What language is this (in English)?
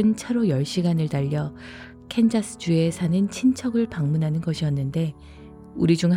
Korean